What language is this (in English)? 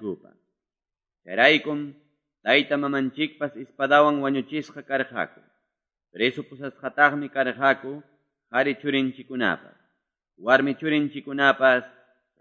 Quechua